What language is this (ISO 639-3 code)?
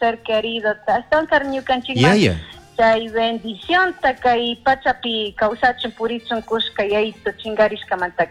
qug